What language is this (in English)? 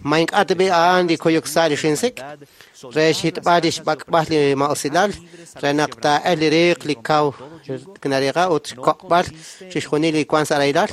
Kekchí